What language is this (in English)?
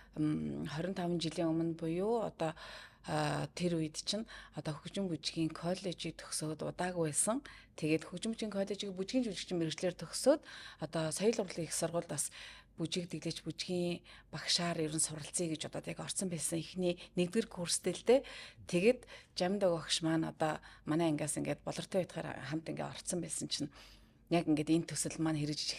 Mongolian